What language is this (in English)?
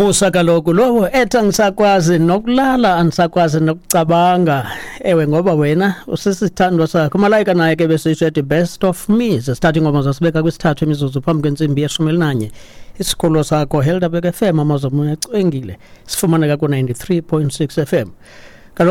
Xhosa